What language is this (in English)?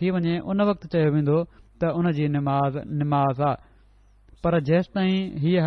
Sindhi